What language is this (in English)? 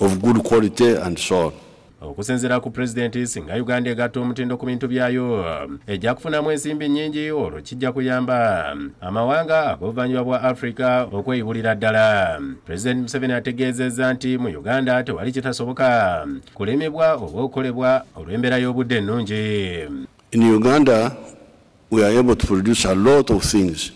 Ganda